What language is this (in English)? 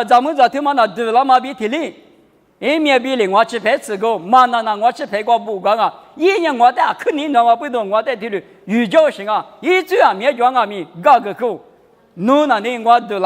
Lisu